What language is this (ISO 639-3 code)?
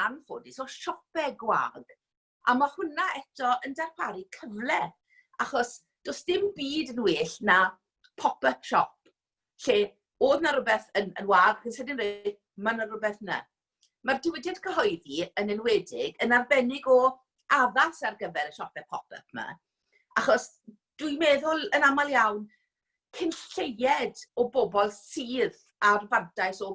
cym